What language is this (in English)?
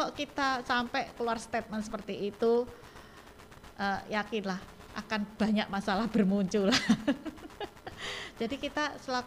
Indonesian